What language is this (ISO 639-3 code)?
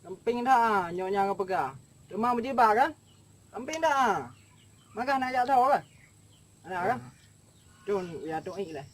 ace